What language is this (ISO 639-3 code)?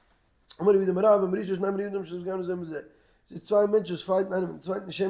yid